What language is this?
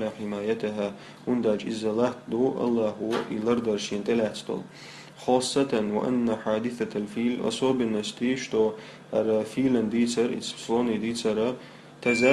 Chechen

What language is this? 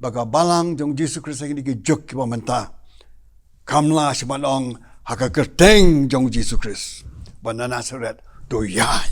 Khasi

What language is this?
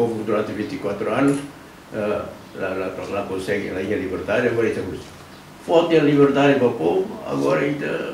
Tetum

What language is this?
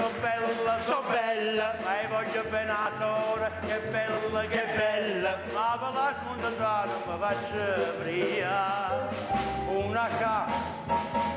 Neapolitan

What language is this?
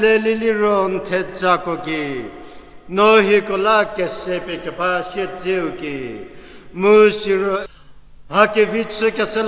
Angami Naga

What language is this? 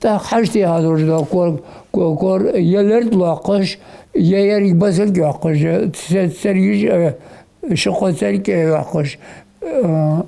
Ingush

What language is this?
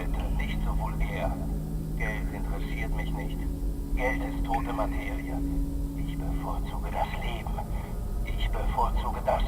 Bavarian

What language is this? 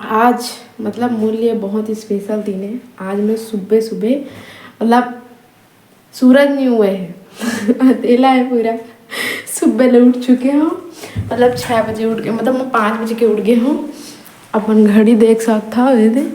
Chhattisgarhi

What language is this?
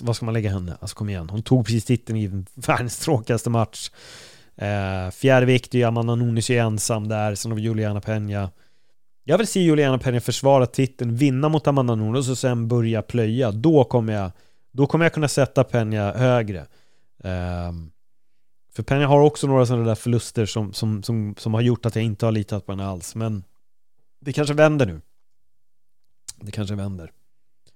Swedish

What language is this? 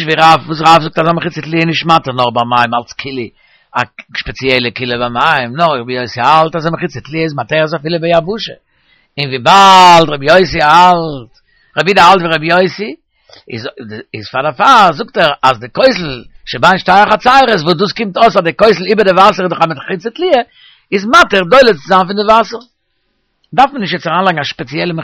Yiddish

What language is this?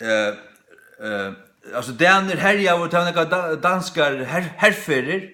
Faroese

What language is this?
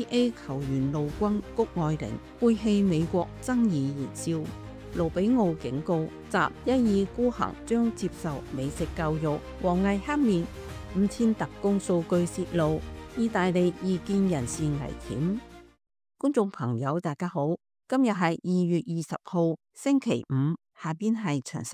Cantonese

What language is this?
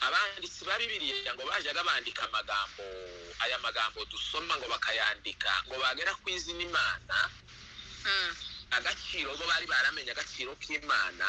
Kinyarwanda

